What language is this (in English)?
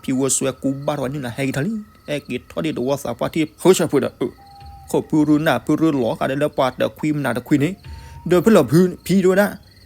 S'gaw Karen